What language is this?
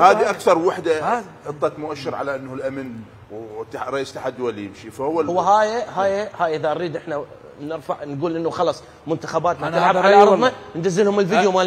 Mesopotamian Arabic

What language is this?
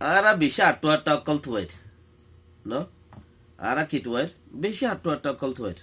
Rohingya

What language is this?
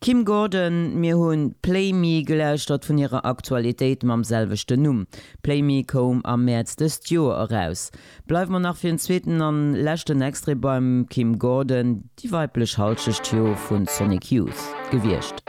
Luxembourgish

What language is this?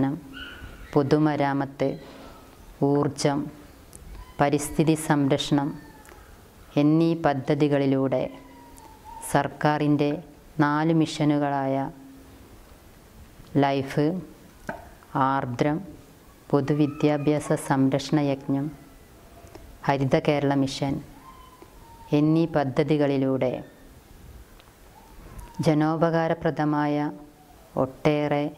Malayalam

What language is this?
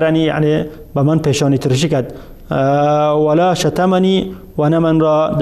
Tajik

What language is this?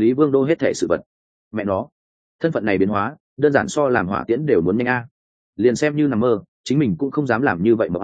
Vietnamese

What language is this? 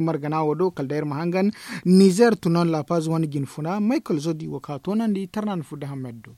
Zarma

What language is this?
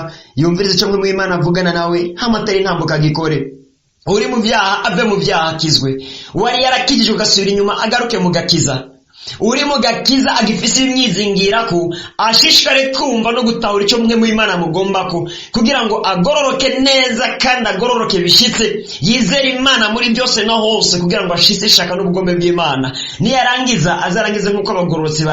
Rundi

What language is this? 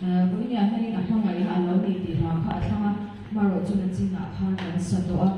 Mizo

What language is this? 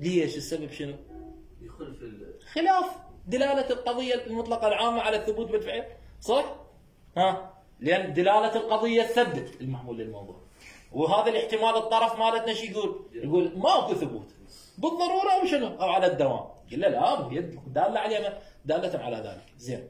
Mesopotamian Arabic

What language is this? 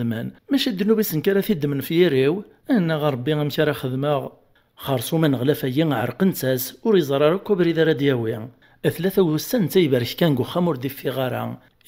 Kabyle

